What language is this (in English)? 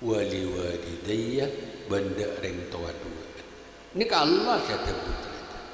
Madurese